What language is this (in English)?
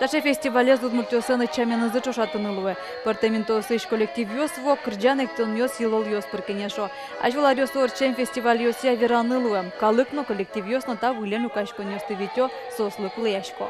Udmurt